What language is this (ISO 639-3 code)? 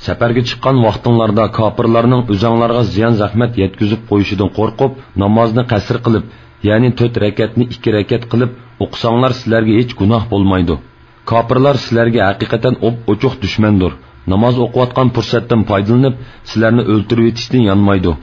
uig